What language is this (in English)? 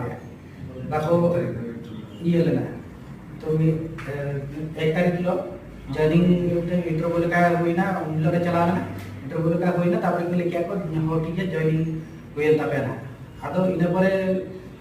Santali